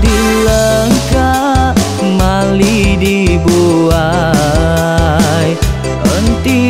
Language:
Iban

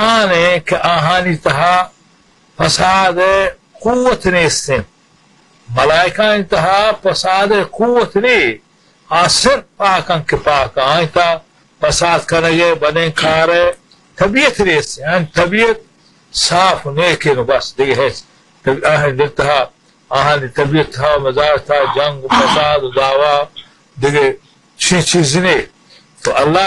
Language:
Baluchi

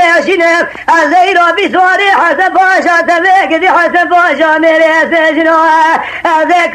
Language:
Kurdish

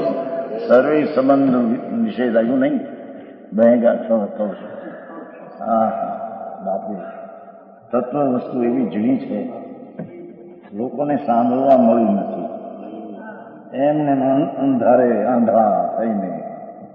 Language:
Gujarati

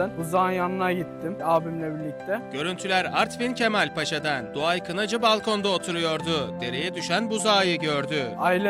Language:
Turkish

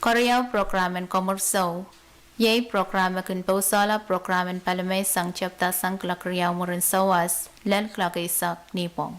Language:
Pohnpeian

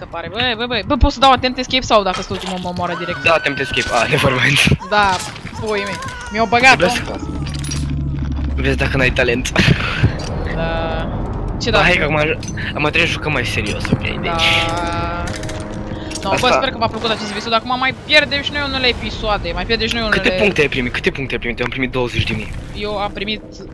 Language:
Romanian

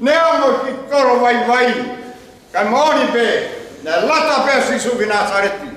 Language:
Tongan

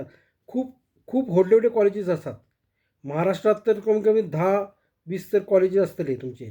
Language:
Konkani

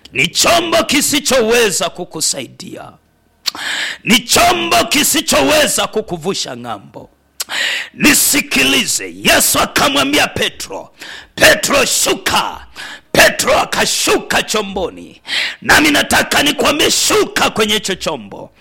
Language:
Swahili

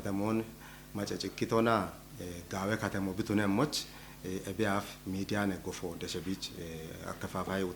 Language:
Kafa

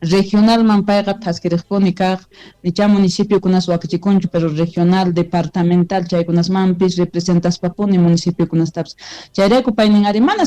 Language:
South Bolivian Quechua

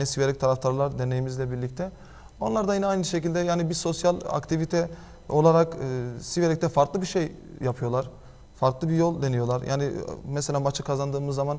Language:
Turkish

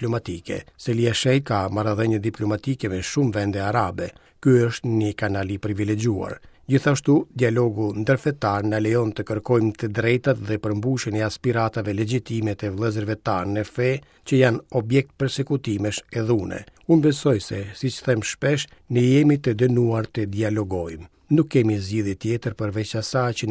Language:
Albanian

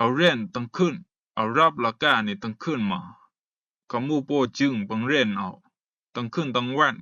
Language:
Rumai Palaung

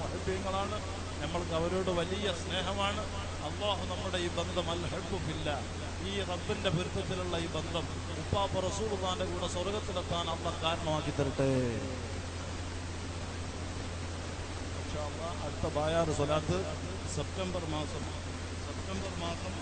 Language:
Malayalam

